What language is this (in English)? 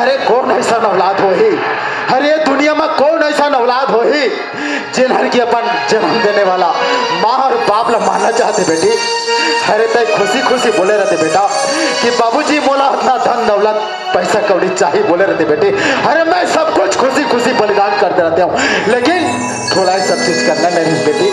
Chhattisgarhi